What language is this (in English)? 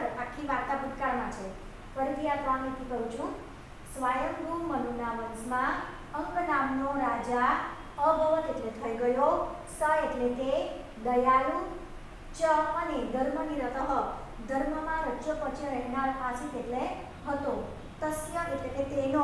Gujarati